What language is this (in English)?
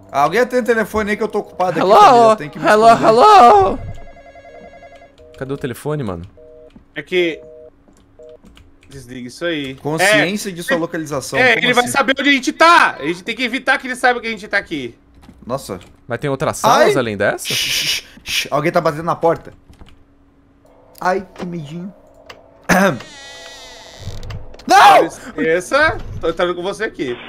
Portuguese